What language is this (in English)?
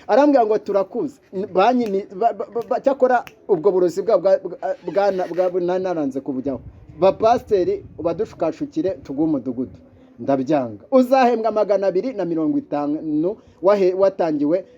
Kinyarwanda